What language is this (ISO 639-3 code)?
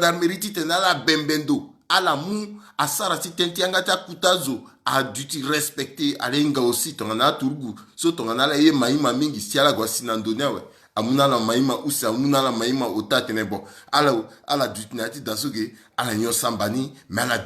sag